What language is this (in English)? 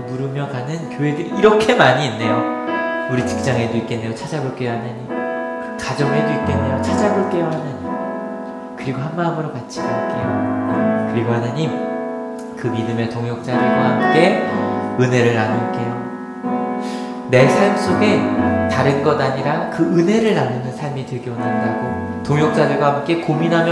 Korean